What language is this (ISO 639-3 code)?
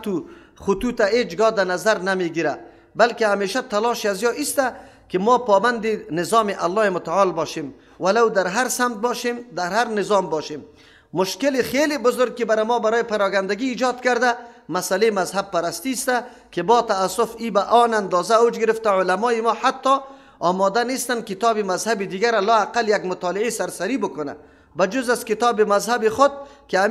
fas